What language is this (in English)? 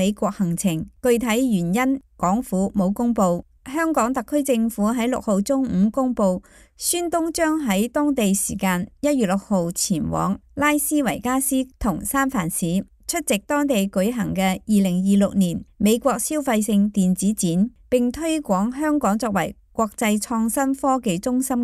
Cantonese